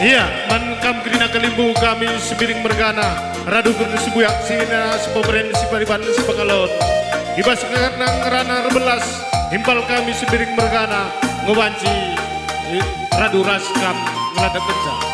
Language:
Batak Karo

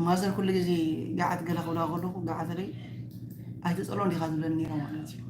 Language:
Tigrinya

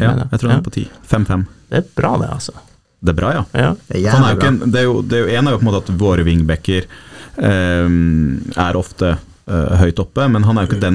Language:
Norwegian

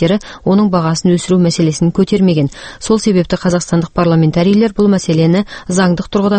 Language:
Kazakh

